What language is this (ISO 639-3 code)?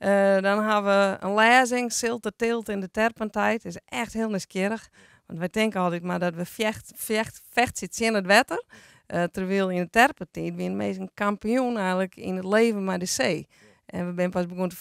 fry